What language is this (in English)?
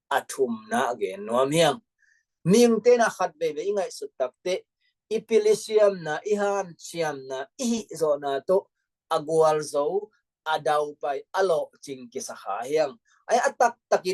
Tedim Chin